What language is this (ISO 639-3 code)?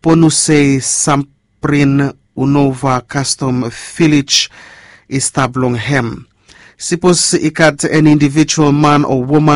bis